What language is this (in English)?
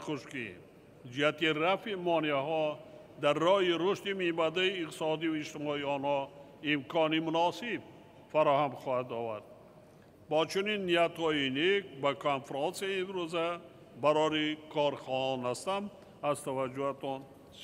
Tajik